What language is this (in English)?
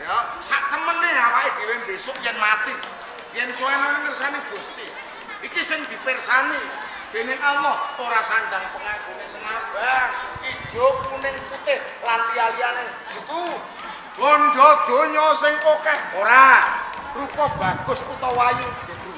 Javanese